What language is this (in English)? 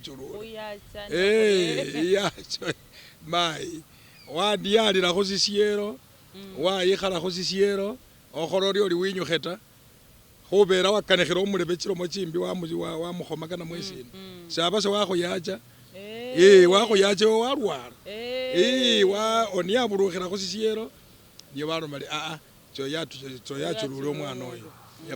Masaaba